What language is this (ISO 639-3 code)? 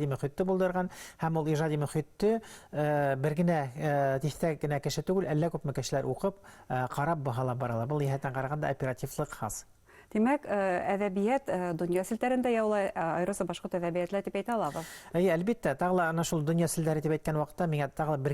bak